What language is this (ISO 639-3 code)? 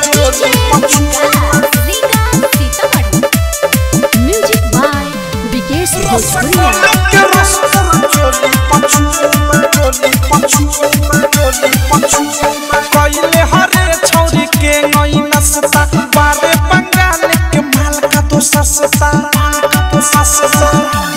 bho